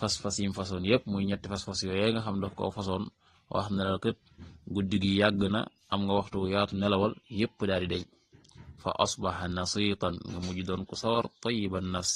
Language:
Wolof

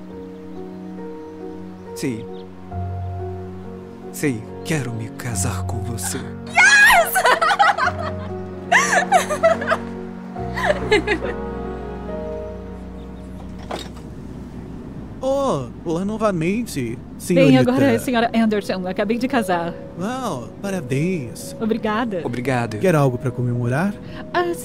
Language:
Portuguese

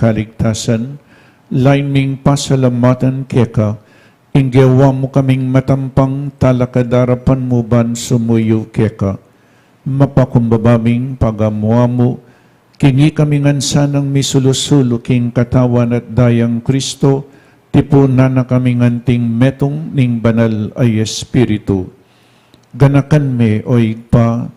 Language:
Pampanga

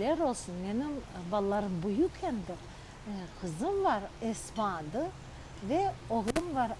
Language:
Crimean Tatar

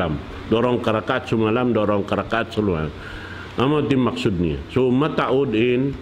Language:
Tausug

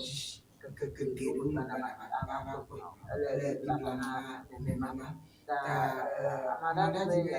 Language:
Ewe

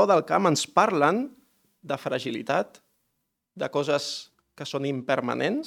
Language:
Catalan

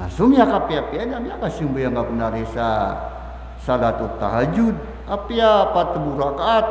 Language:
Maranao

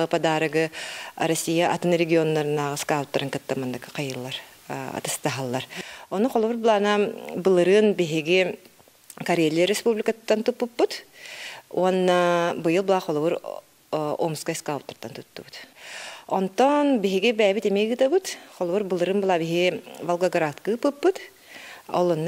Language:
Yakut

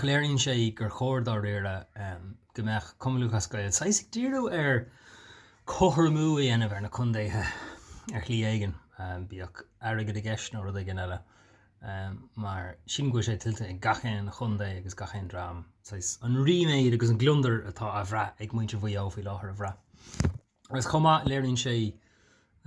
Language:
Irish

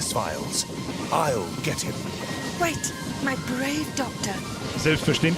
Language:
Bavarian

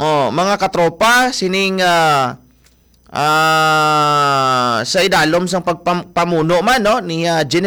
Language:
Hiligaynon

